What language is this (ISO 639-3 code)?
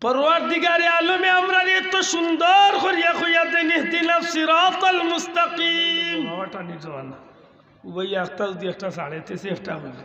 syl